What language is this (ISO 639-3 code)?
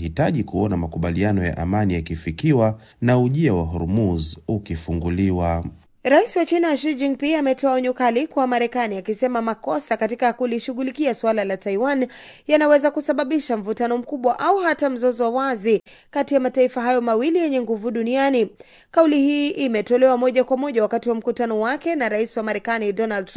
swa